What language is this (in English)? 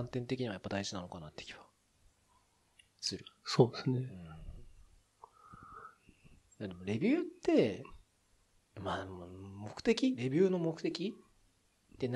Japanese